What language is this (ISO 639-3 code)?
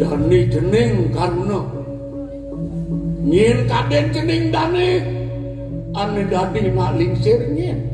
ban